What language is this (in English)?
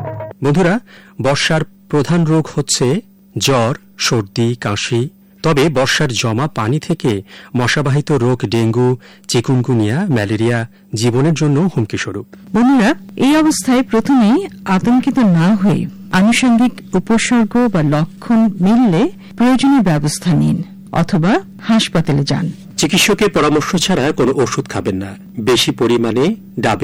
Bangla